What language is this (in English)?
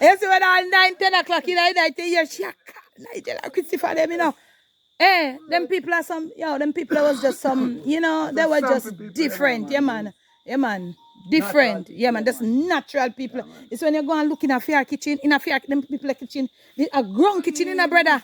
Jamaican Creole English